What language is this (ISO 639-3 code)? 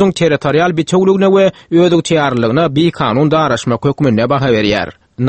tuk